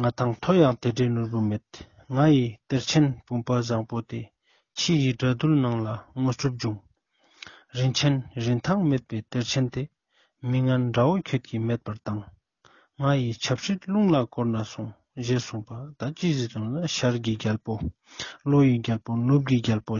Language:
Ladakhi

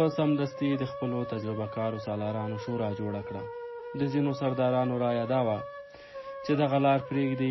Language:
Pashto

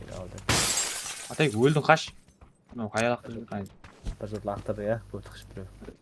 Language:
Kara-Kalpak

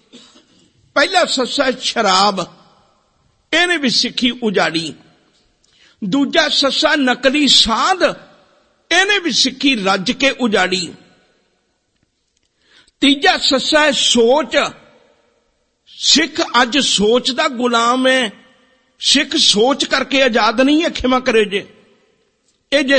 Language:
Punjabi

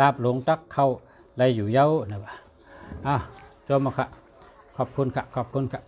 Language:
Shan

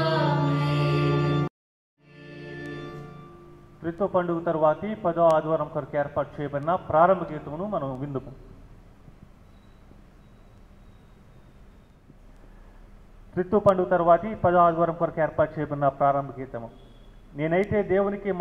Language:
Telugu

